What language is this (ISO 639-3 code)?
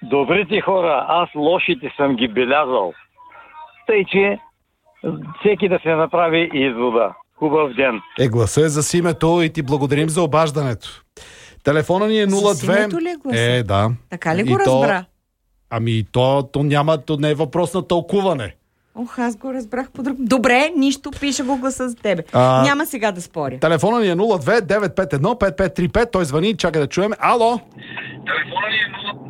bul